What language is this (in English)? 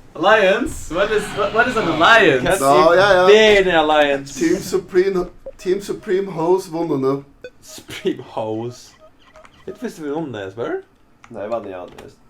Faroese